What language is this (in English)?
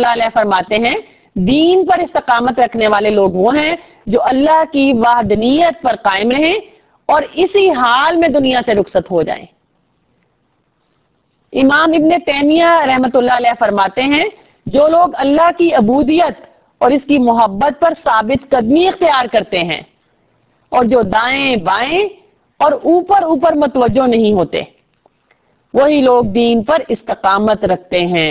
Urdu